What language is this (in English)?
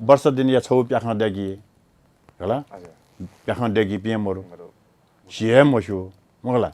Newari